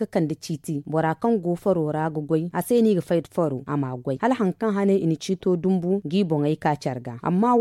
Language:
Zarma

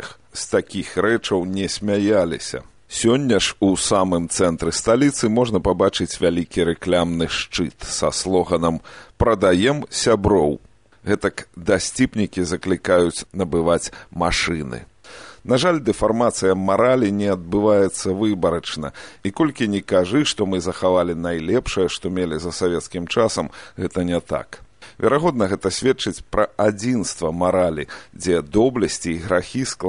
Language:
Belarusian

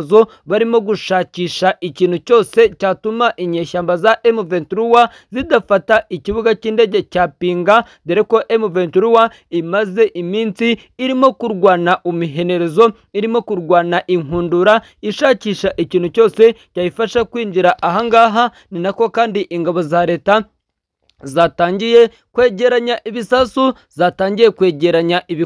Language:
Kinyarwanda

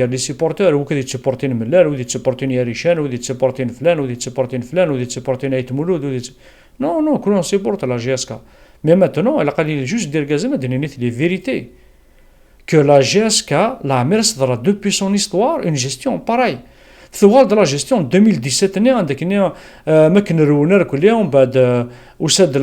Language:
Kabyle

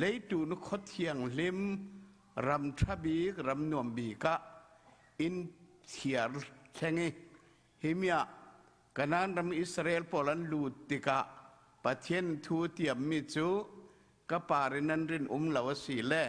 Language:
Falam Chin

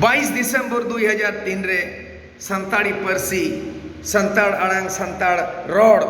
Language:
Santali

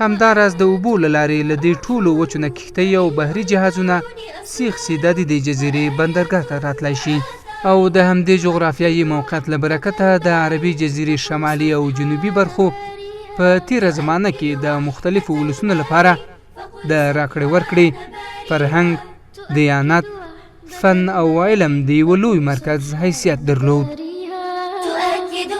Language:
Pashto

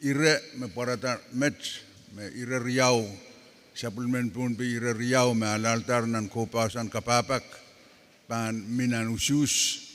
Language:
Pohnpeian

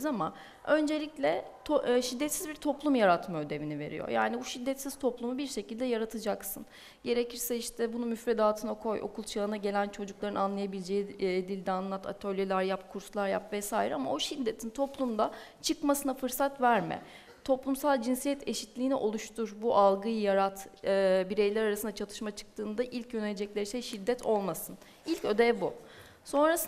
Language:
Turkish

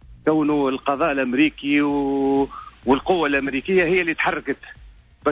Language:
Tunisian Arabic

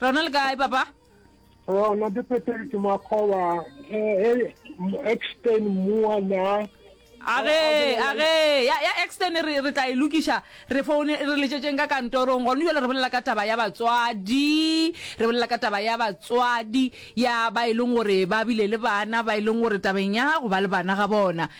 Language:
Northern Sotho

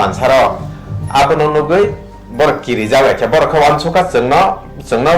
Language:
Kok Borok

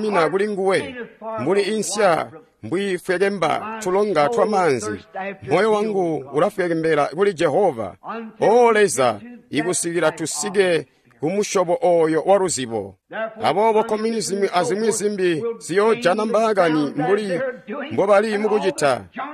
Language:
Tonga (Zambia)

